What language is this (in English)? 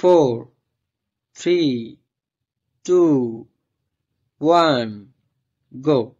Nepali